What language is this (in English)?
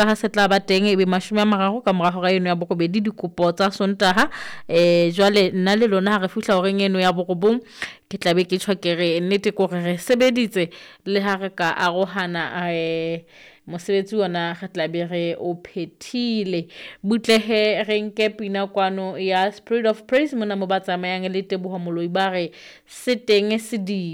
Southern Sotho